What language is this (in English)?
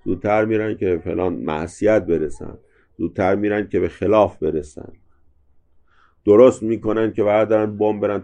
Persian